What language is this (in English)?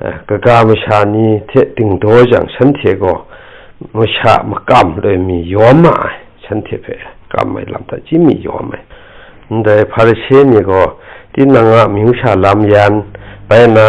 Kachin